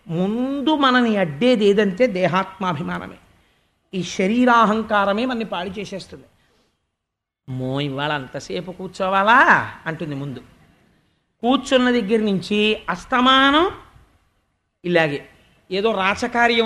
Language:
Telugu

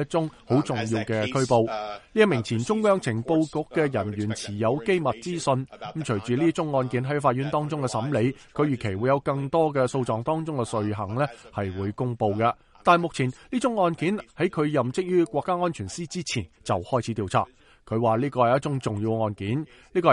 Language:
Cantonese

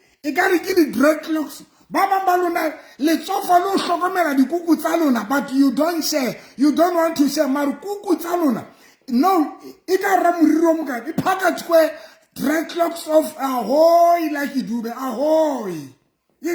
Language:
Southern Sotho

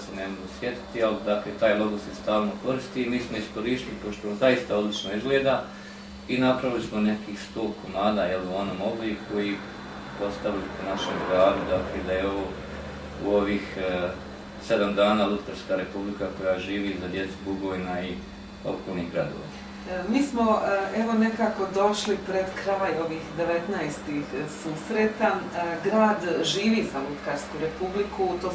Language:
Bosnian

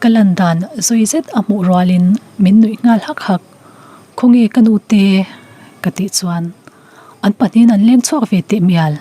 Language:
Mizo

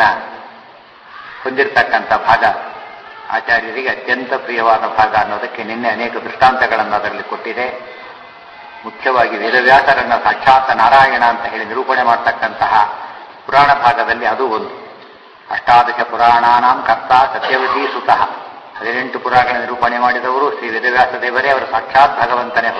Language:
Kannada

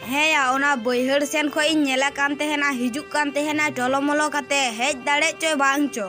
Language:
Santali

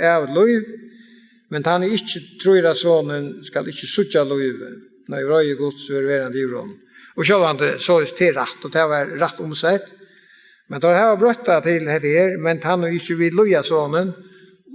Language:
Faroese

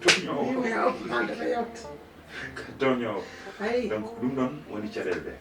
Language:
Fula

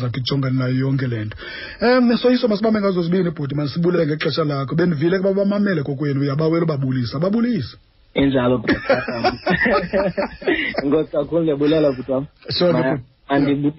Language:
Xhosa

